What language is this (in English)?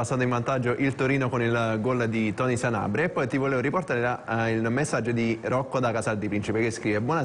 Italian